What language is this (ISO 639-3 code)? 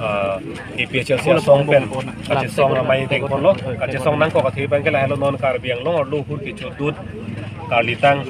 mjw